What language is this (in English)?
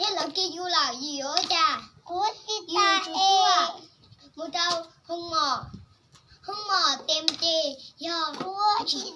Hmong